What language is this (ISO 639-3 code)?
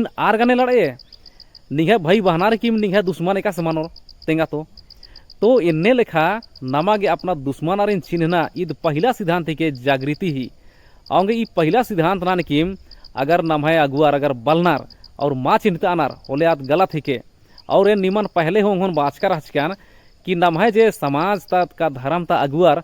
kru